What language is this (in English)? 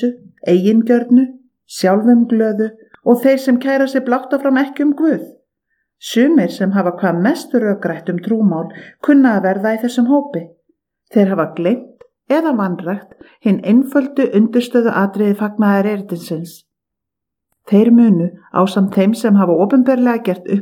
Icelandic